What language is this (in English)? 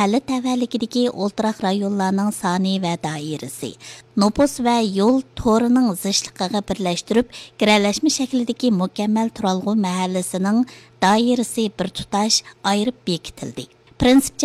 Uyghur